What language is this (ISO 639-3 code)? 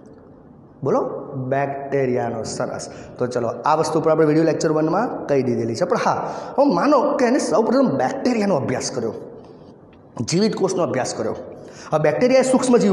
guj